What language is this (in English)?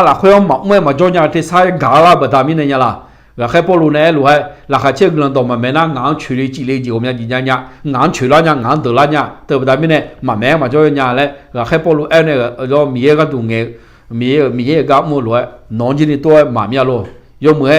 Akha